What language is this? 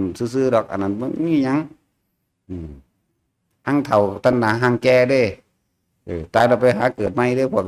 Northeastern Thai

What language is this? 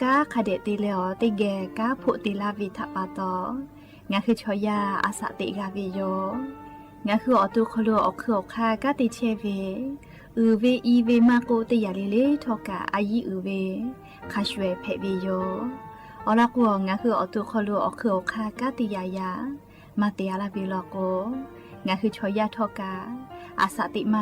Lahu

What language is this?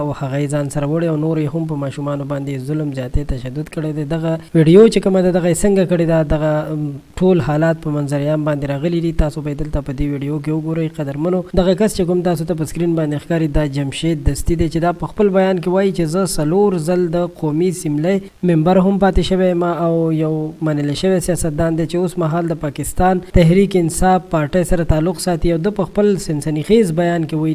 Pashto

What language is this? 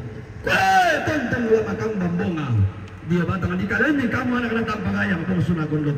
Toraja-Sa'dan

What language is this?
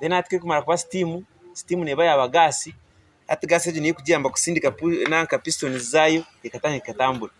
Nyankole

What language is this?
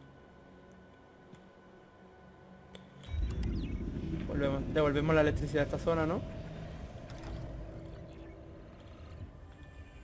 Spanish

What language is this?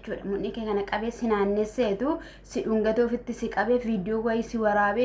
Oromo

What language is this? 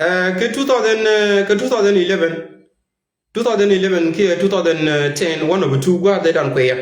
Nuer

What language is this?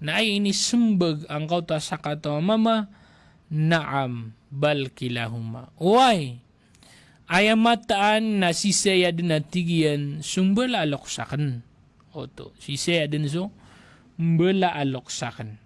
Maranao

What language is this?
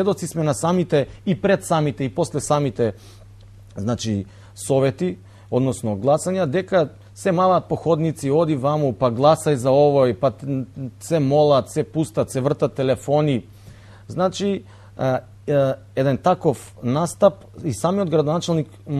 Macedonian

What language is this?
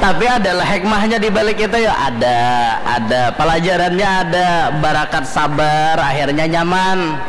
Banjar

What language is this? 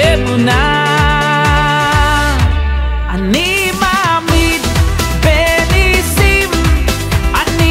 Hebrew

